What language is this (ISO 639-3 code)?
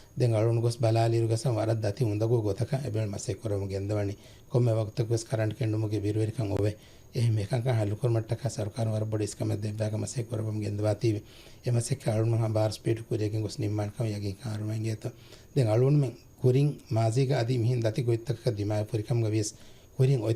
div